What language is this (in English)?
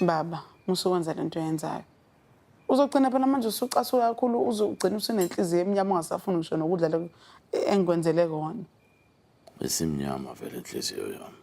Zulu